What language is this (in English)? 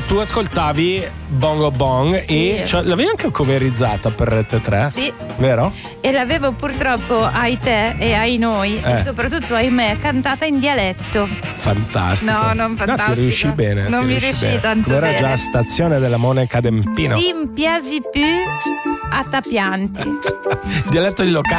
Italian